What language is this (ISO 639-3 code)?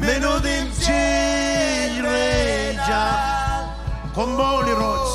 mah